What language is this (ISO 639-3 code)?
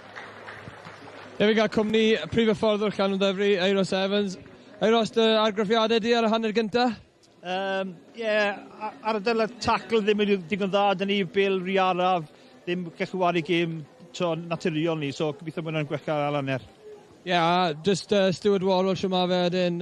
cym